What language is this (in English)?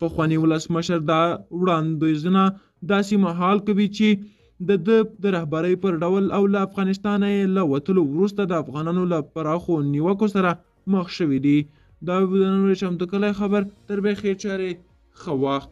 Pashto